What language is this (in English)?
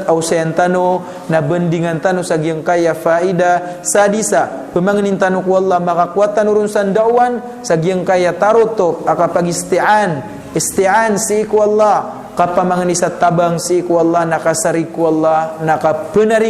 Maranao